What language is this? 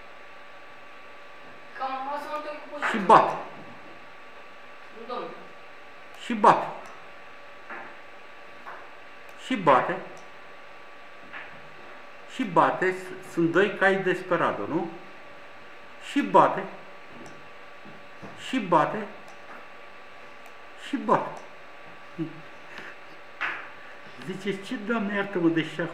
Romanian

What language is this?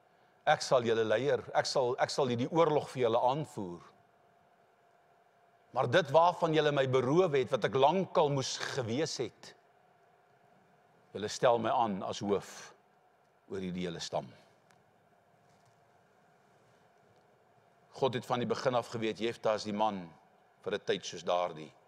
Afrikaans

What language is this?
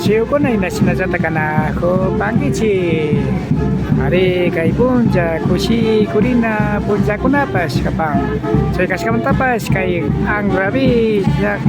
Imbabura Highland Quichua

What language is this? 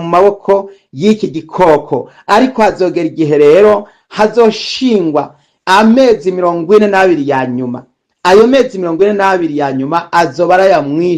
Rundi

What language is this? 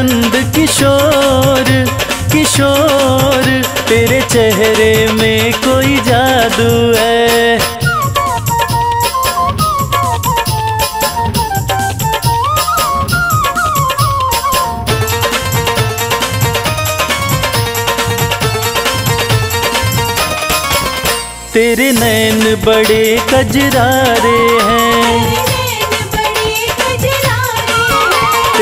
Hindi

